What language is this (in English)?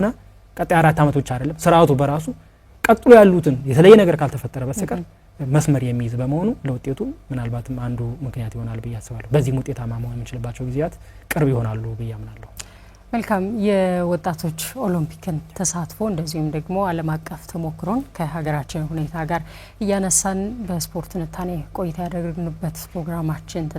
Amharic